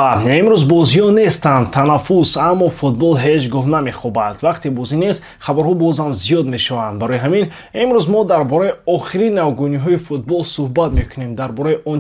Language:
Tajik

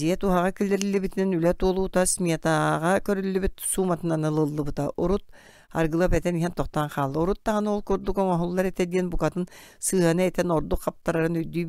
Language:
Yakut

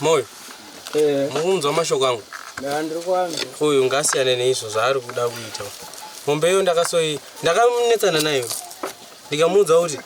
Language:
Shona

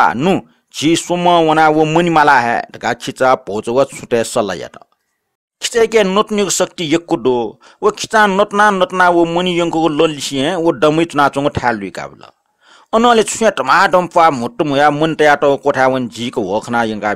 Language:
Newari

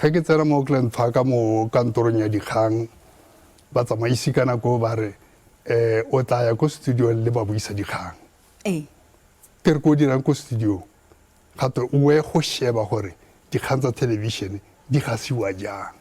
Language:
Tswana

